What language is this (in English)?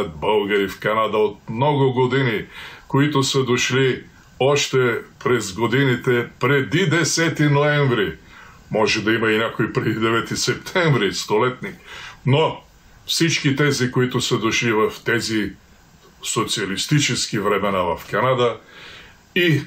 Bulgarian